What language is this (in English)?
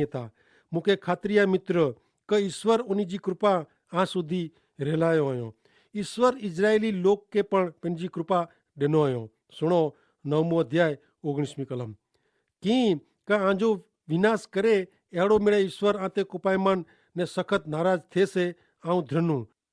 Kachhi